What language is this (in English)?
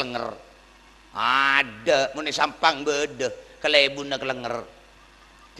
Madurese